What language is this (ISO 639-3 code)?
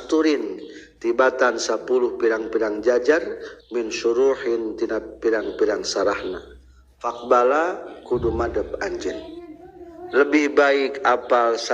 sun